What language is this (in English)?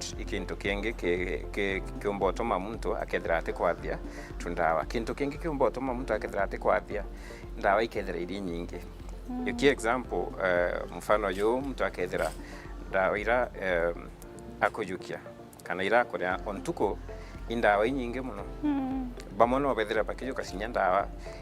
Meru